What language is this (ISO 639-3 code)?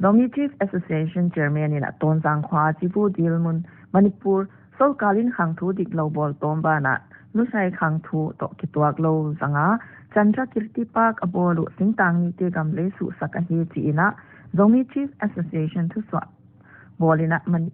pck